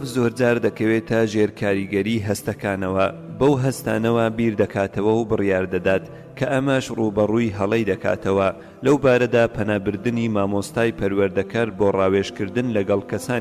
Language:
Central Kurdish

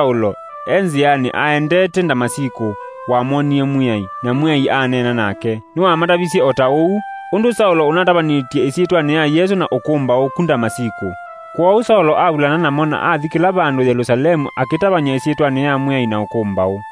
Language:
Kamba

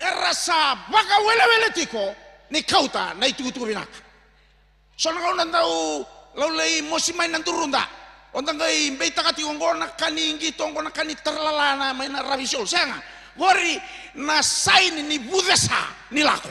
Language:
Fijian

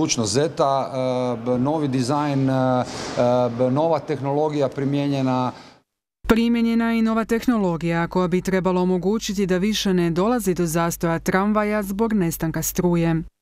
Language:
Croatian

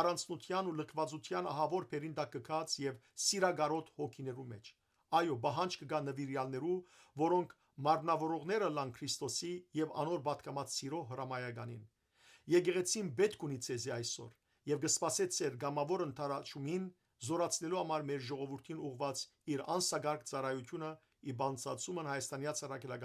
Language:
Western Armenian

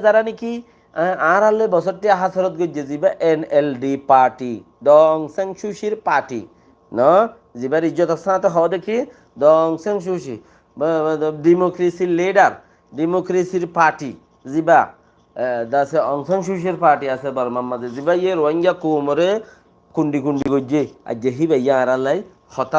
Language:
Rohingya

